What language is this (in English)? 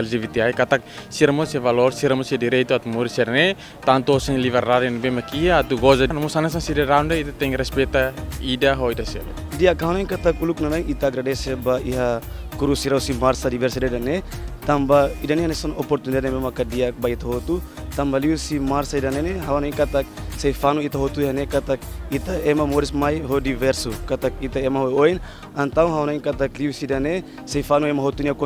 Tetum